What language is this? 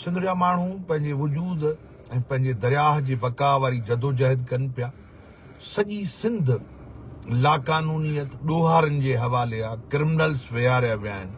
Sindhi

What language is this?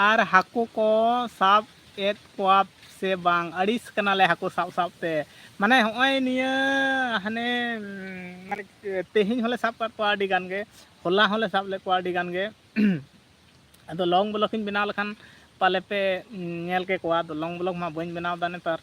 Santali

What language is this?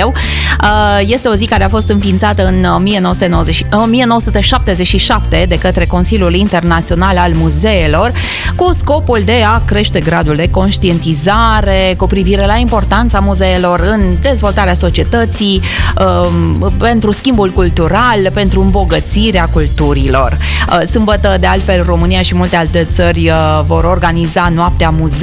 Romanian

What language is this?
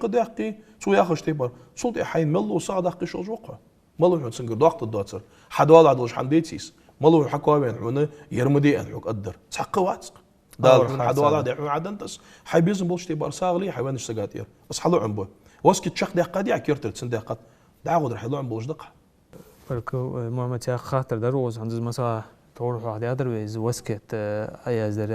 Ingush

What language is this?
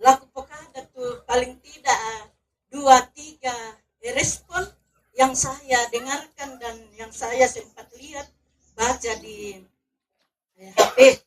Toraja-Sa'dan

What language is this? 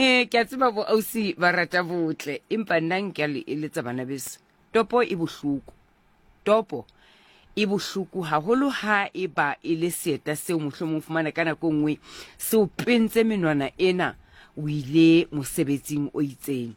Southern Sotho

